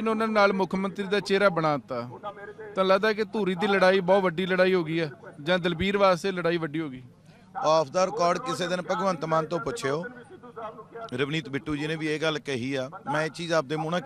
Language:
Punjabi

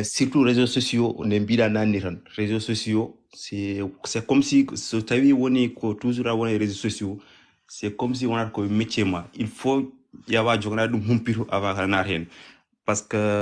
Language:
Fula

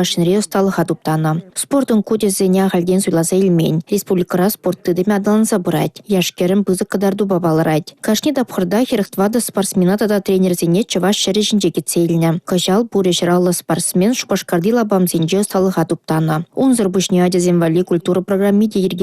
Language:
Chuvash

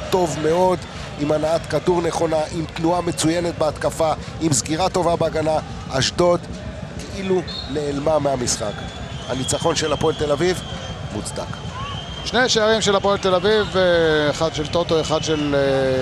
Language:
Hebrew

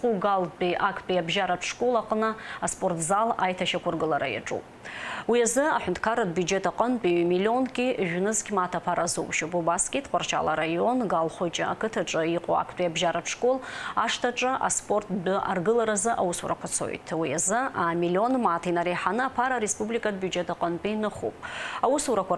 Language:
Abkhazian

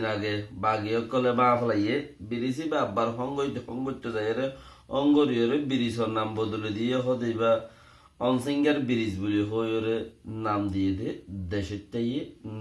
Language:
Rohingya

